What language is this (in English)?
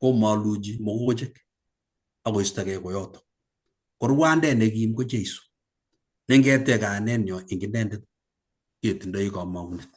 Kalenjin